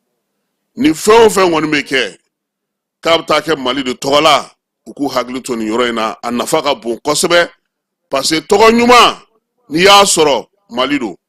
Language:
Bambara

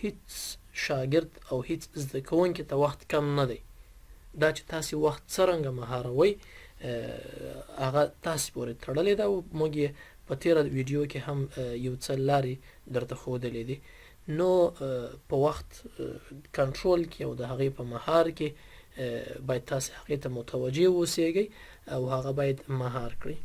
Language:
Pashto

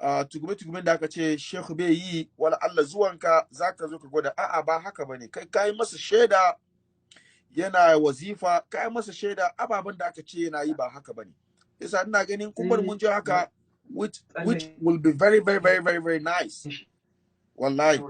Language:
Hausa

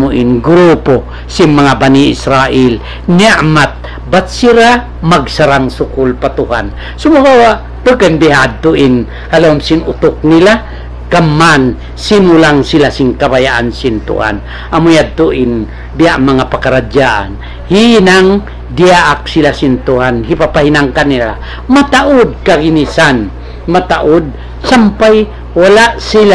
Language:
Tausug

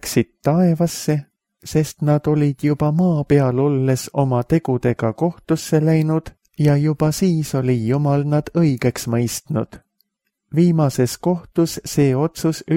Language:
Estonian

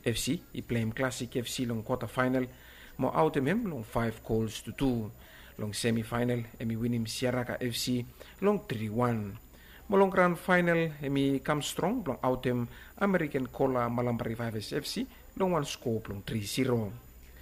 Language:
Bislama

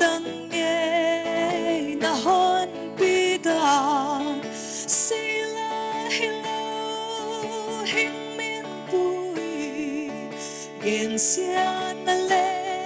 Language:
Paite Chin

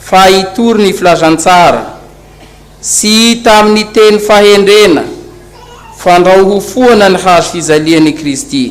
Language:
Malagasy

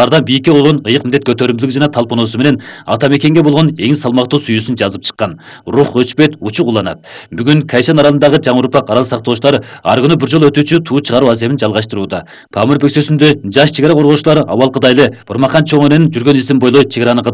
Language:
Kyrgyz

